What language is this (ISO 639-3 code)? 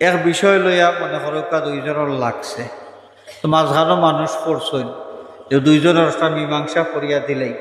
syl